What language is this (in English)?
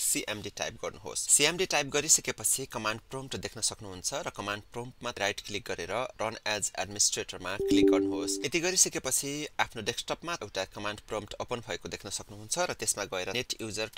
Nepali